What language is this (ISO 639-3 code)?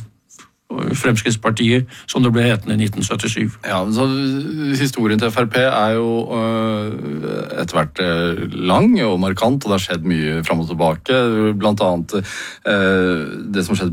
nor